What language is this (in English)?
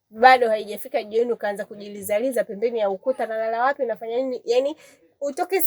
Swahili